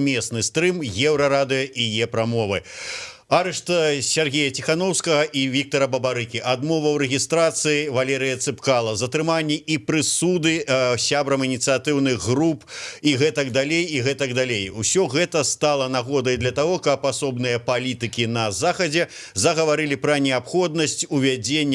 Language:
Belarusian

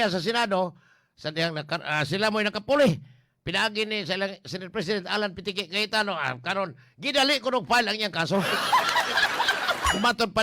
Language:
Cebuano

